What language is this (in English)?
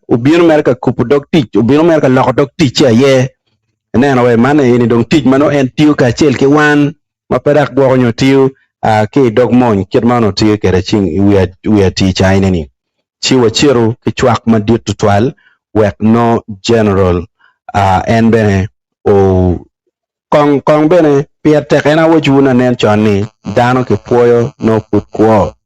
Acoli